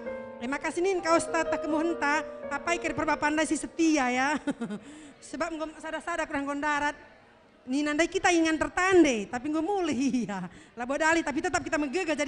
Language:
Batak Karo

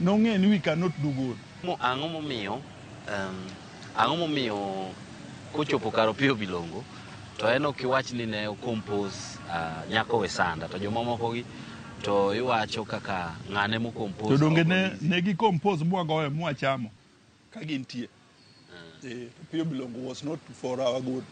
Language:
Luo (Kenya and Tanzania)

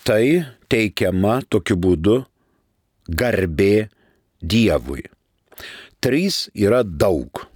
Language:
Lithuanian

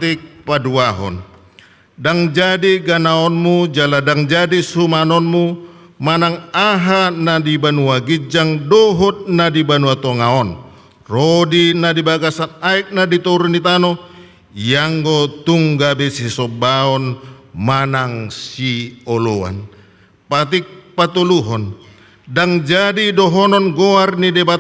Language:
Batak Toba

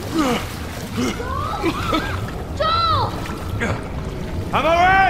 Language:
English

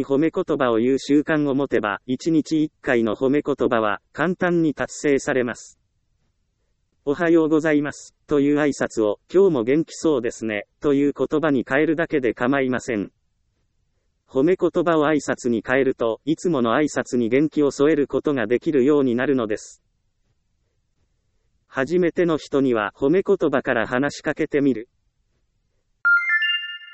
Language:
Japanese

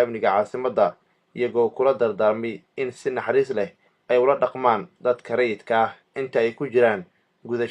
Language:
Somali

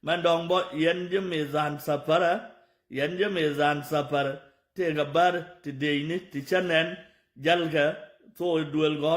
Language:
Nuer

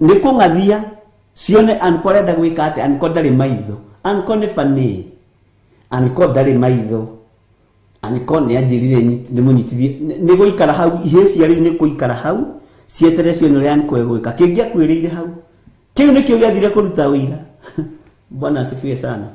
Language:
Kikuyu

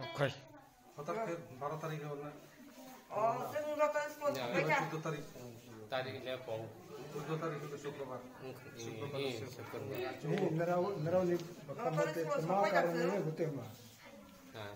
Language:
Kok Borok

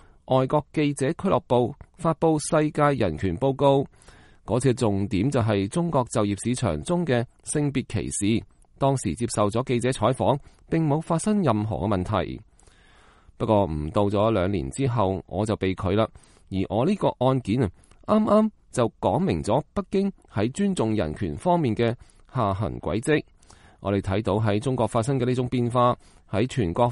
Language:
Cantonese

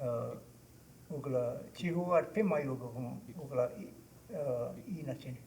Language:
Choctaw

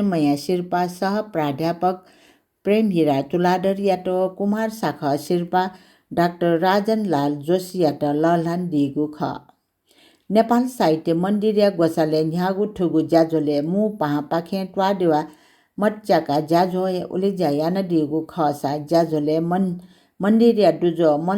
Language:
Newari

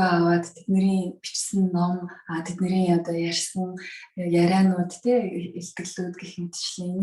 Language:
Mongolian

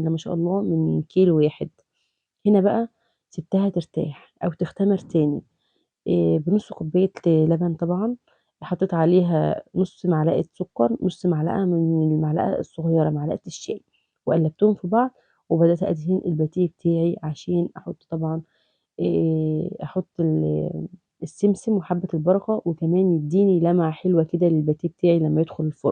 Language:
Egyptian Arabic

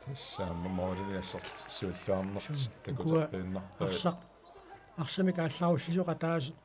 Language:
Kalaallisut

